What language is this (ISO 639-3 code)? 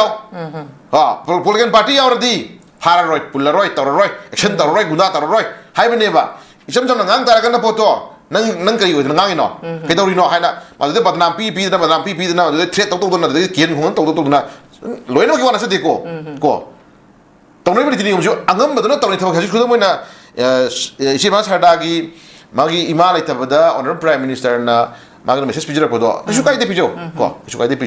mni